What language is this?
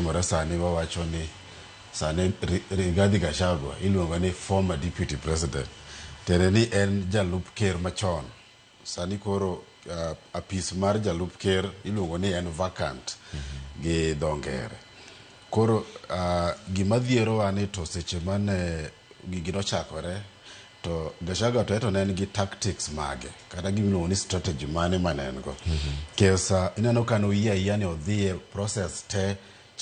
Luo (Kenya and Tanzania)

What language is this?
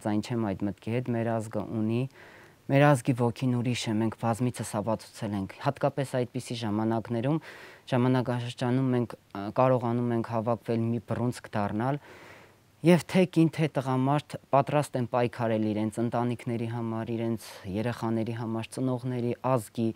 Armenian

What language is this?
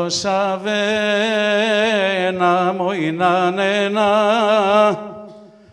Greek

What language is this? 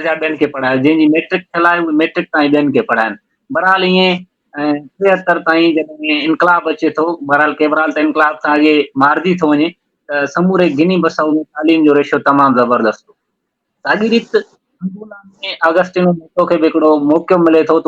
Sindhi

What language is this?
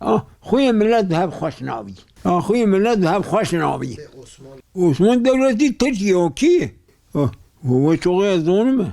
Kurdish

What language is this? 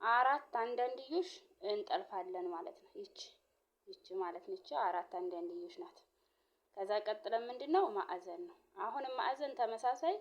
Amharic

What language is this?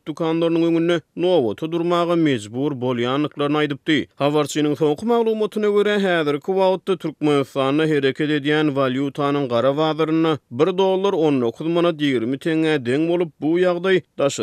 Turkmen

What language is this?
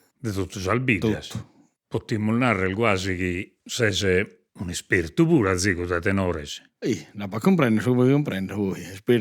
Sardinian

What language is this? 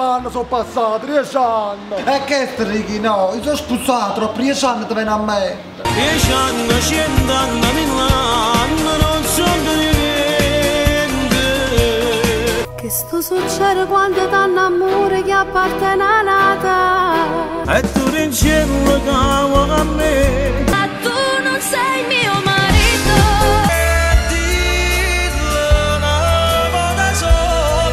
Neapolitan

